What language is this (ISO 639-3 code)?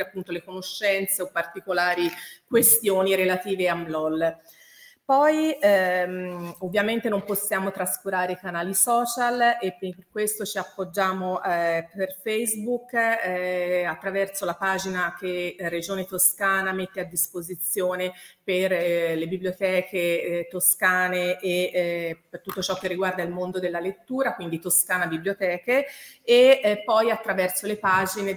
ita